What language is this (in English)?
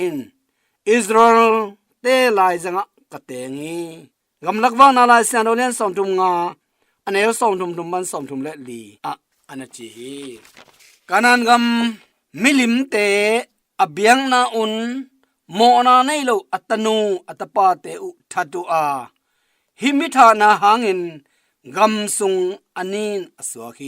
Tedim Chin